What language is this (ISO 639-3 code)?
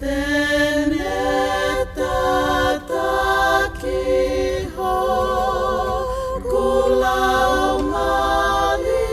ton